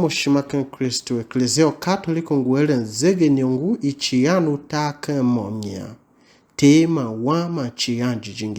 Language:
Tiv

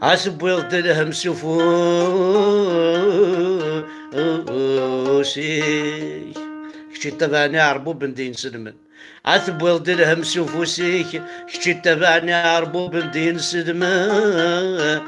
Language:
Kabyle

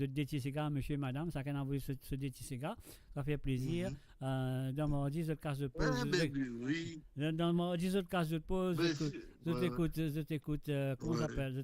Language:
Morisyen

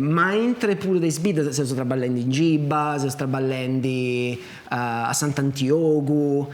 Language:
Sardinian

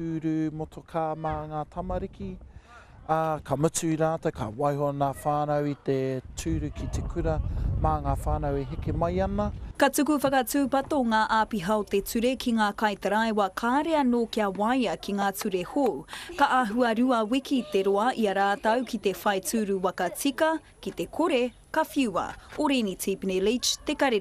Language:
Māori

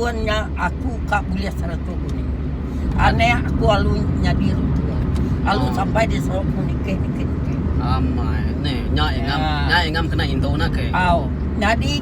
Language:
Iban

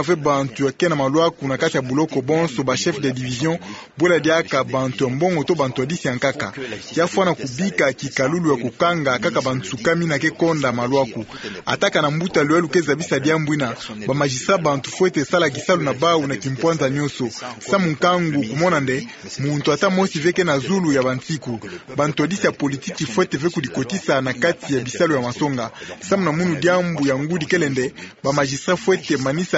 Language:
Kituba (Democratic Republic of Congo)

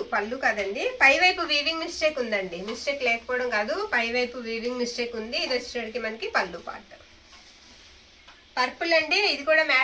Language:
Telugu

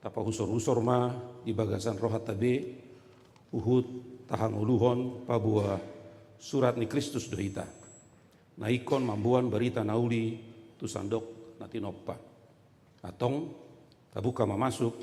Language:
Batak Toba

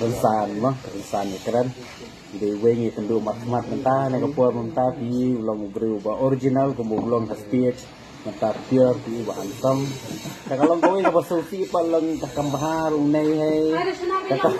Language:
Khasi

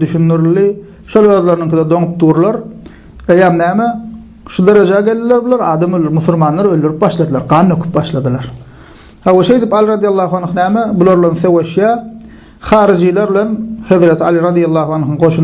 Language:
Turkmen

